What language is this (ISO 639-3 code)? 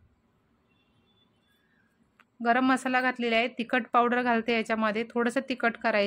mar